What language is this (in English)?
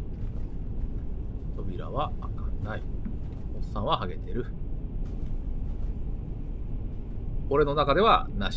Japanese